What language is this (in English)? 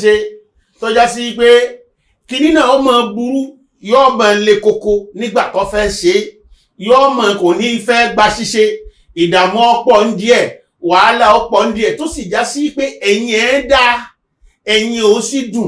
Yoruba